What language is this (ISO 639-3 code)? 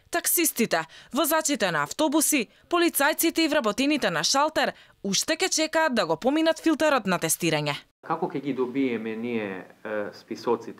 mkd